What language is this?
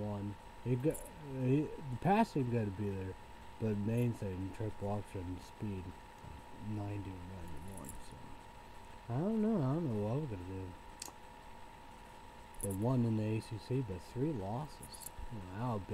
English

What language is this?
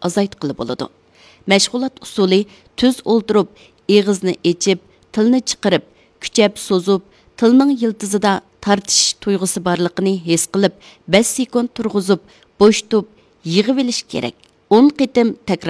Uyghur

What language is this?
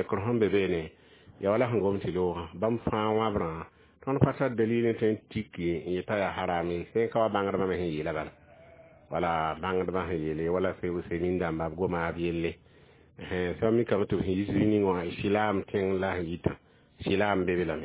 Mossi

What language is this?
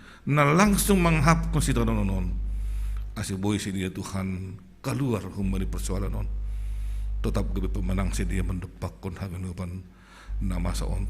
Batak Simalungun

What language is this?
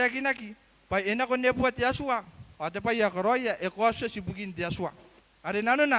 Gilbertese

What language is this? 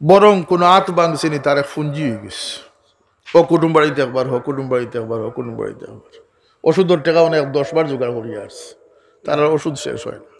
Sylheti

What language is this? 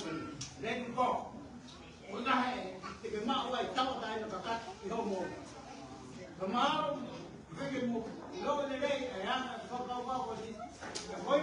Tongan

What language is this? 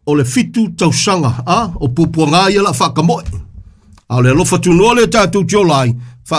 Samoan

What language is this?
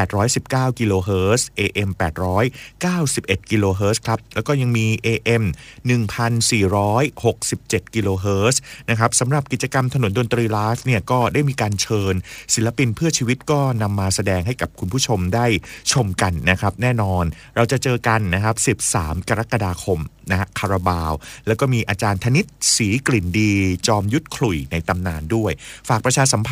Thai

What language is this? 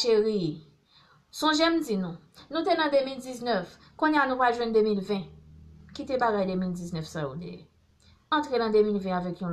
Haitian Creole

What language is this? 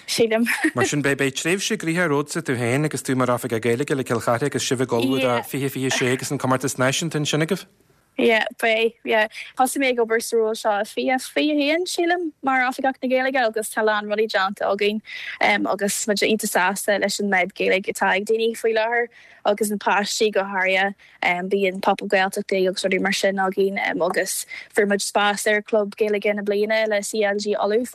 Irish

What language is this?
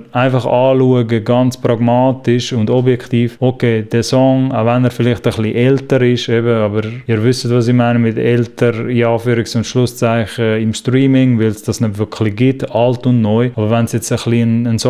Swiss German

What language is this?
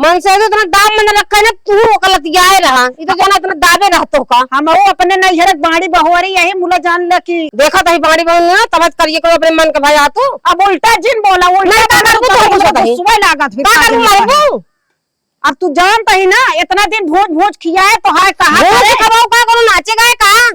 Awadhi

